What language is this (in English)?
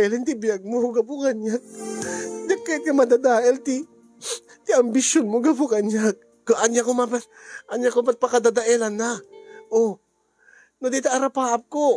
Iloko